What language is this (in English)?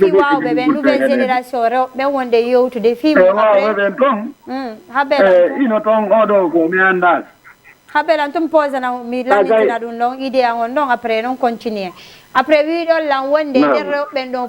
Fula